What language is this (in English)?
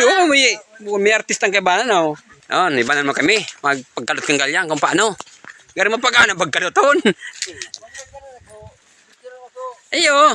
Bikol